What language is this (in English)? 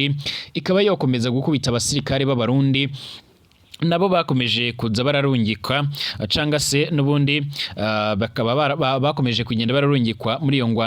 Rundi